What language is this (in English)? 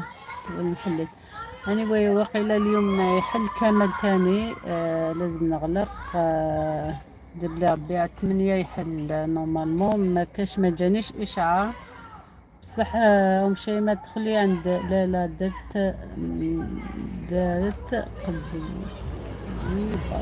Algerian Arabic